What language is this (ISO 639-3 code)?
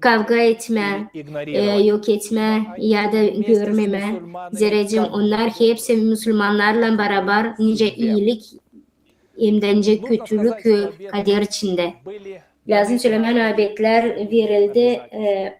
gag